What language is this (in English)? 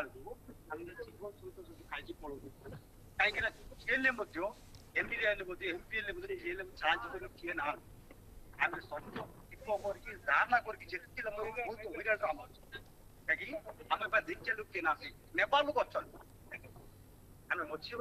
Odia